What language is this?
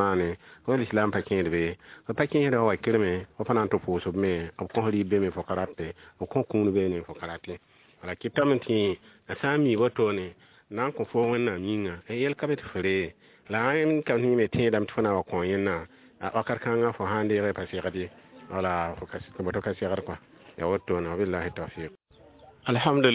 Mossi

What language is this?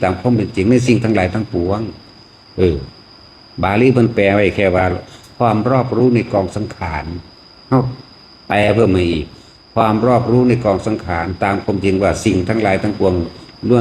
Northeastern Thai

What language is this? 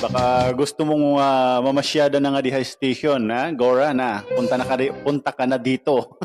Waray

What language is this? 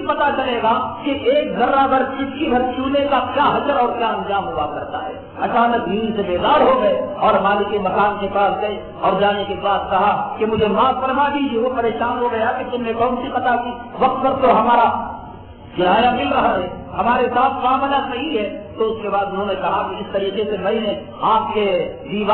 Urdu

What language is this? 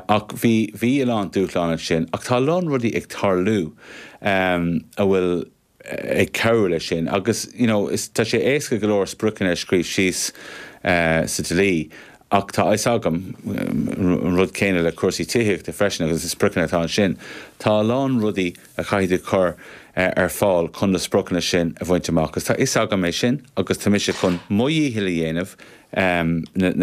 Irish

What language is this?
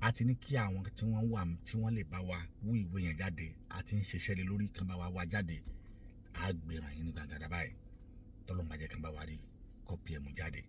Yoruba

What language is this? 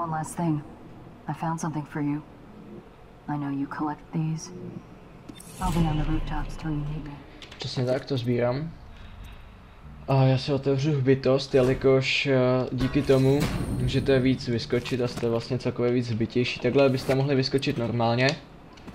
Czech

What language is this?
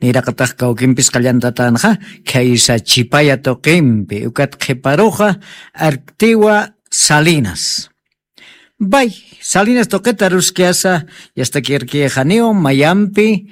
Aymara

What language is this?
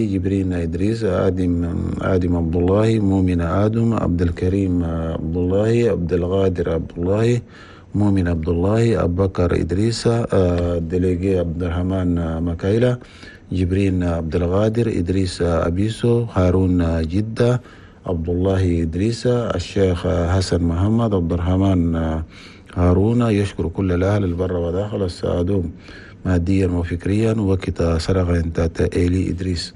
Chadian Arabic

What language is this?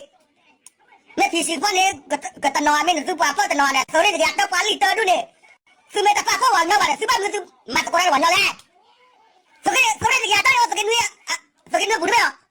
S'gaw Karen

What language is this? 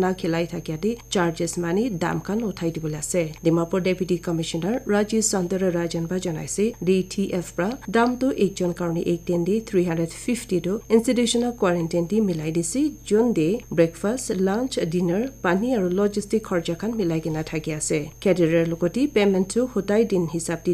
Naga Pidgin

